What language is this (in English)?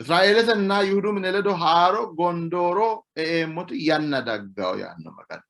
Sidamo